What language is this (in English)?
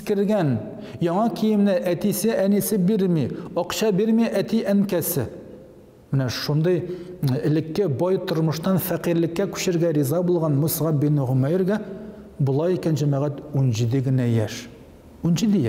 Tatar